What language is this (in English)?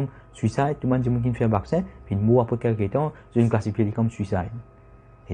Morisyen